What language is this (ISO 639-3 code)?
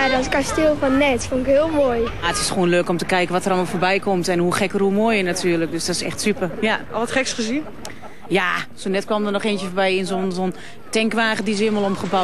nld